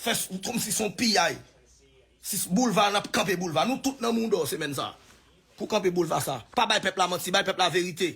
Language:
Haitian Creole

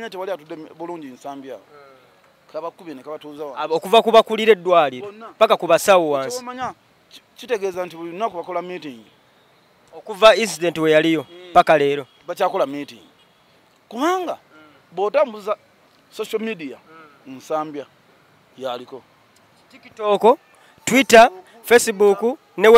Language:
Ganda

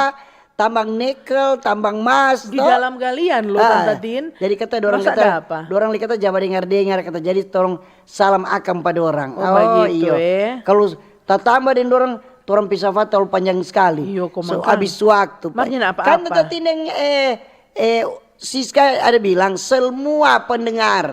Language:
Manado Malay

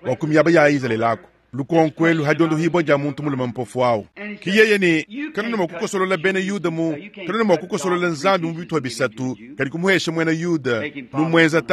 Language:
Luba-Lulua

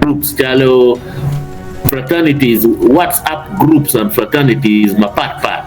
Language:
Acoli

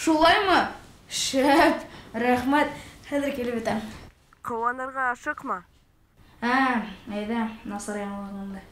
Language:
Bashkir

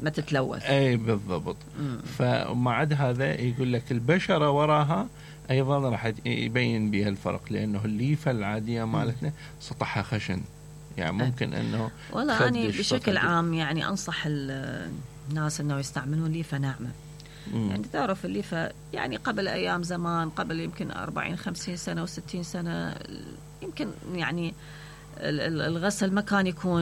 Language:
Mesopotamian Arabic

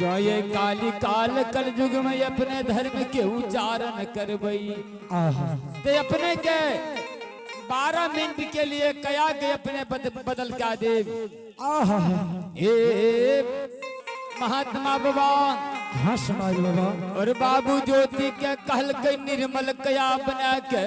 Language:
Angika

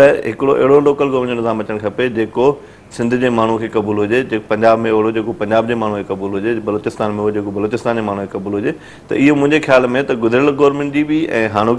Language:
Sindhi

